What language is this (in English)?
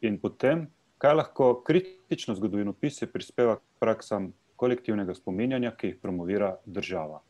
Slovenian